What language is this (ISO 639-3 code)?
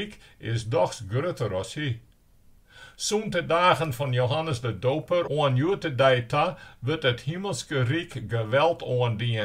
fry